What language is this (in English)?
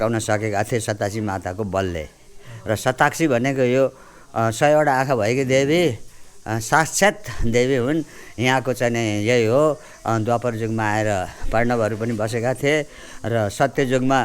Nepali